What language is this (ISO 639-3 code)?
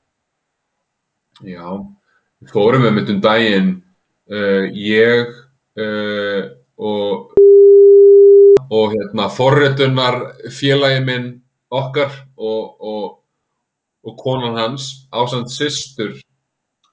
isl